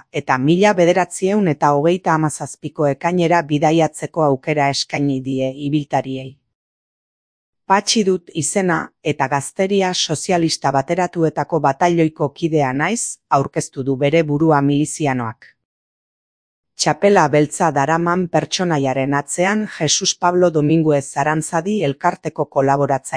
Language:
Basque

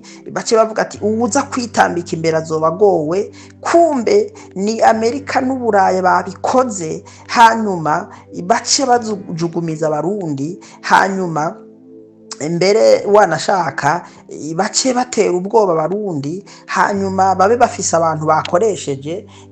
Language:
Rundi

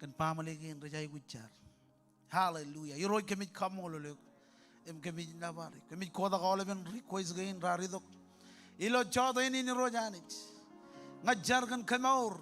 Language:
Marshallese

